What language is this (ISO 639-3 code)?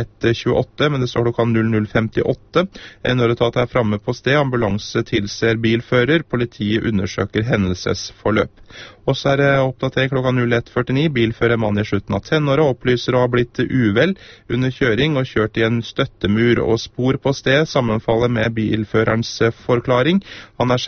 nor